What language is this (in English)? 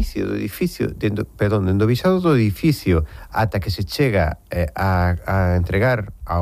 Galician